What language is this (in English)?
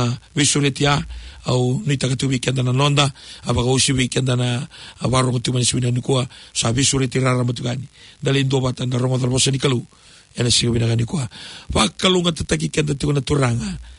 Fijian